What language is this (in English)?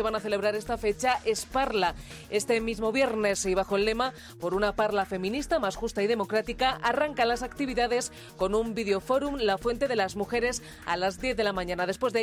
Spanish